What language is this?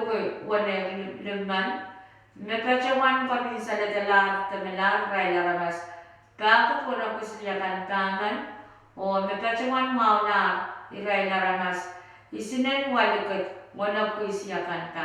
Pohnpeian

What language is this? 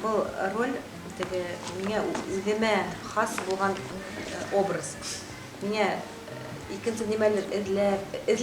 Bashkir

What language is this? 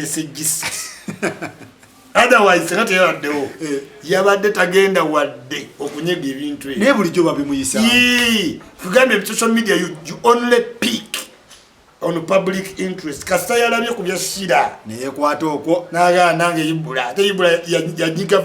Ganda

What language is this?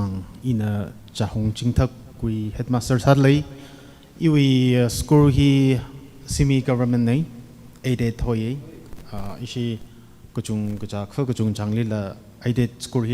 Tangkhul Naga (India)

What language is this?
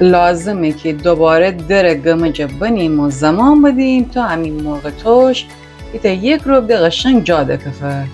Gilaki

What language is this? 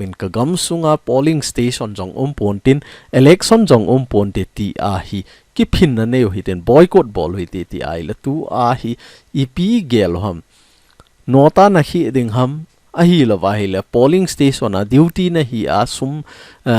Thado Chin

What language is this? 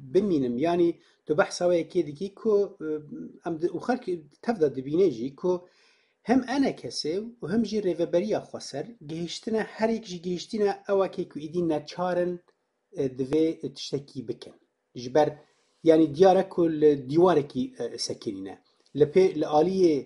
Kurdish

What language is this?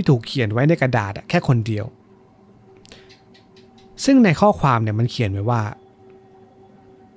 Thai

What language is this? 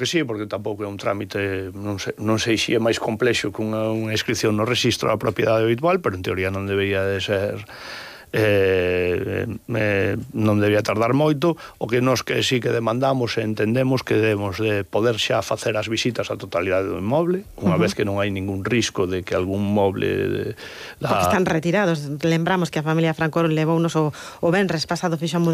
Galician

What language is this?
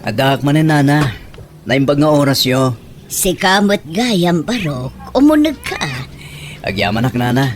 Iloko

